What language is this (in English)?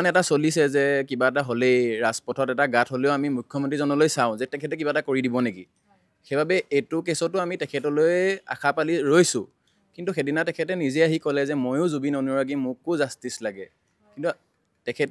Assamese